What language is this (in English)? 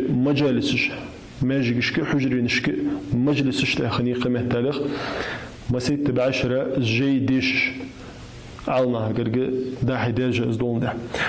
Ingush